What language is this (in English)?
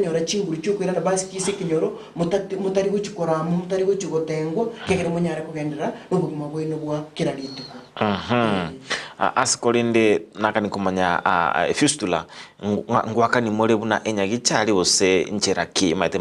Gusii